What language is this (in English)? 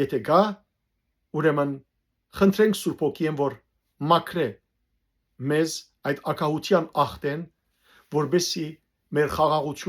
Western Armenian